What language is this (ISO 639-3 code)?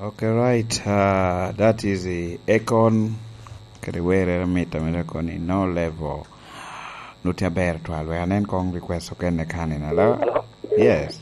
laj